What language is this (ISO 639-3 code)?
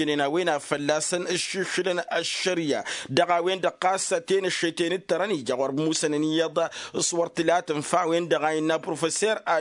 taq